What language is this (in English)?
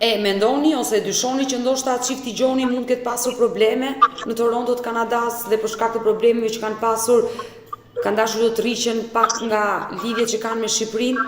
Albanian